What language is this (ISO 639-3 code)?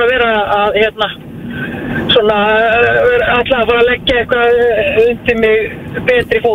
isl